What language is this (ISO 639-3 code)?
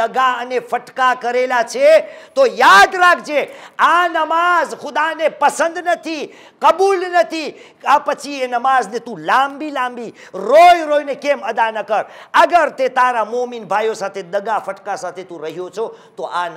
guj